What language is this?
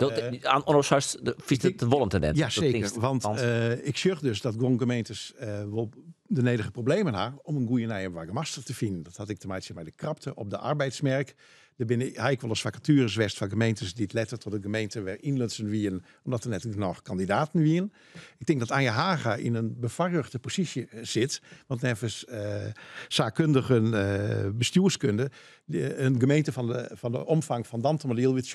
Western Frisian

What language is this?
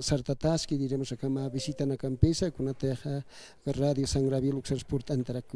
Aymara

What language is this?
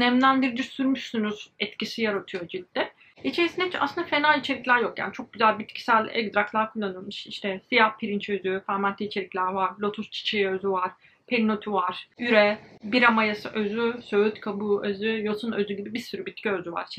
Turkish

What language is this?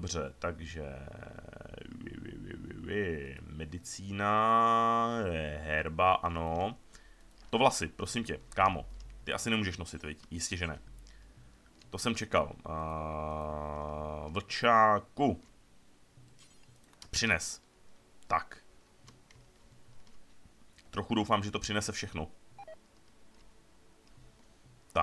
Czech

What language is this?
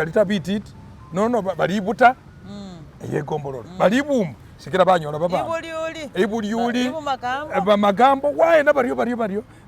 Masaaba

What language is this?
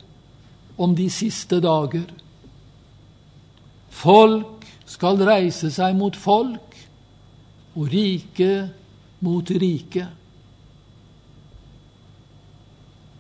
Norwegian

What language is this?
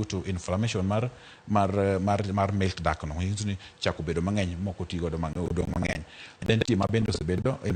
Luo (Kenya and Tanzania)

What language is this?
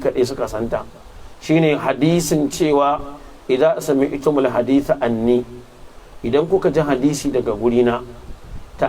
Hausa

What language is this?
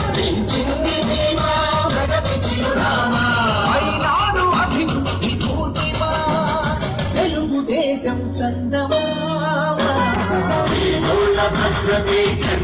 Telugu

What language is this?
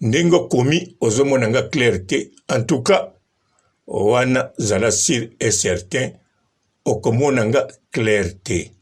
Lingala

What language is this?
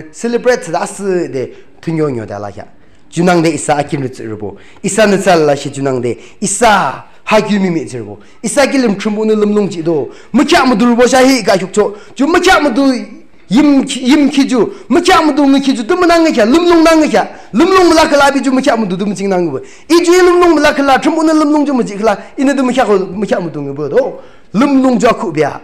Yimchungru Naga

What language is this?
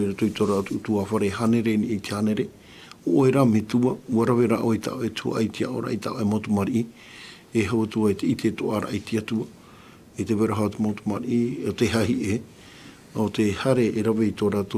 Tahitian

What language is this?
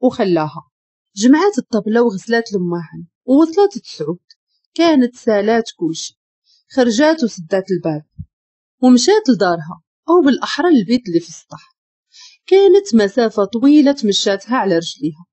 Moroccan Arabic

